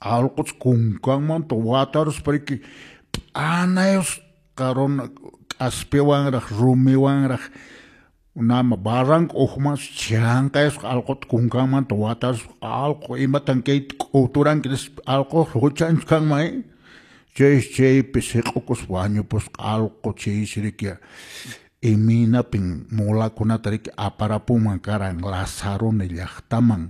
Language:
Quechua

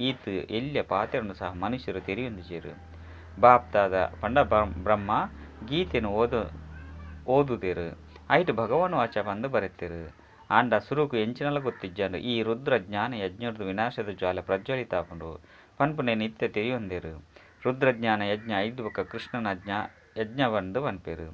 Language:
Tulu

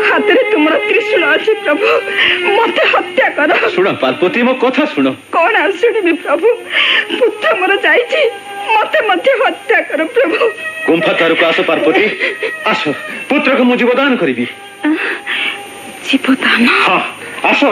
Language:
Odia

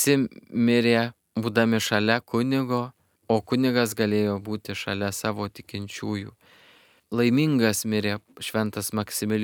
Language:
Lithuanian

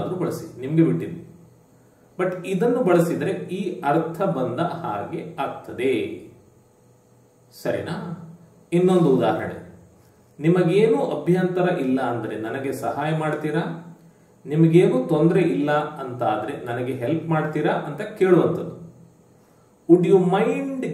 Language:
Kannada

